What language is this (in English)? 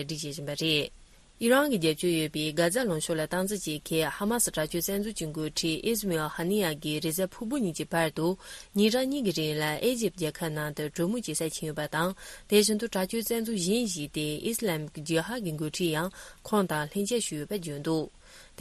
Tibetan